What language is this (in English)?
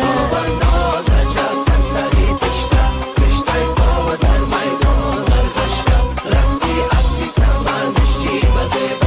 Tajik